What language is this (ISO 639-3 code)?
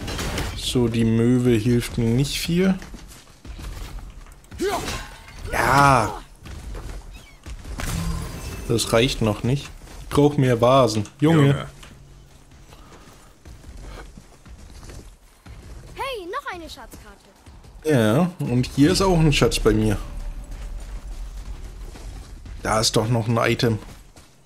deu